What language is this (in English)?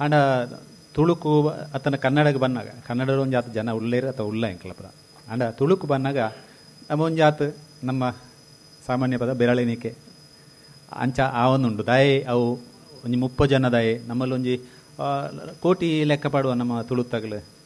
Tulu